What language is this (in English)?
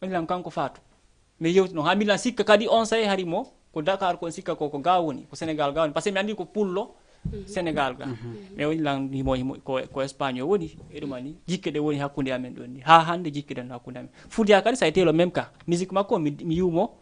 Fula